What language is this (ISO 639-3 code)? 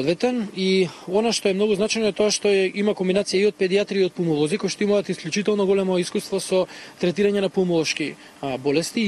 mkd